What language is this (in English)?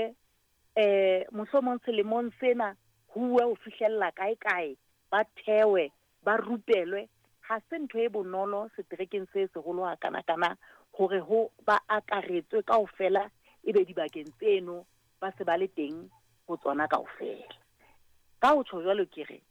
Southern Sotho